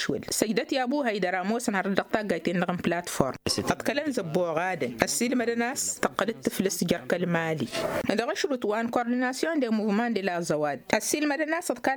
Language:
Tamasheq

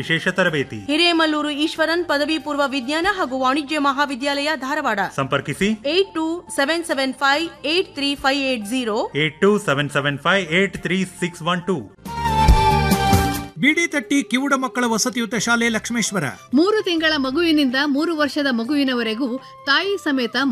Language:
Kannada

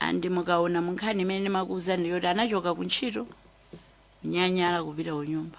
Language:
Nyanja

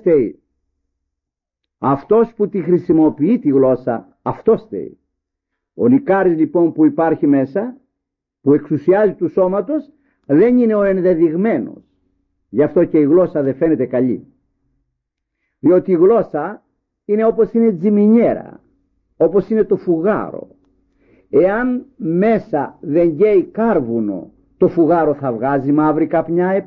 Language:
Greek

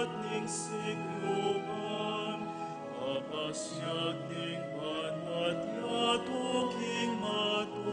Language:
Pampanga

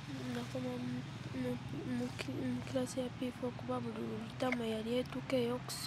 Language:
Ganda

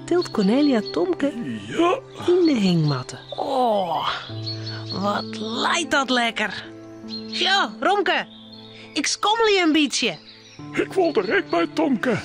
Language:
Western Frisian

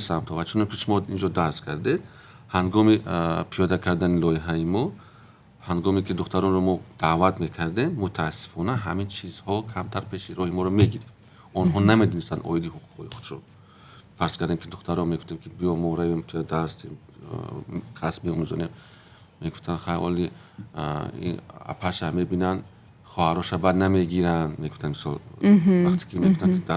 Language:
Tajik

